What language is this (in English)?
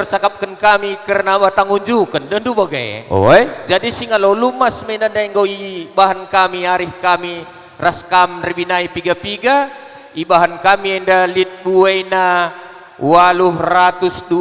Batak Karo